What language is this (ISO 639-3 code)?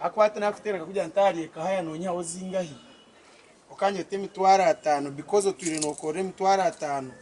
nyn